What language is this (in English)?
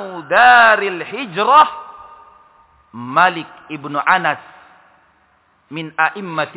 Indonesian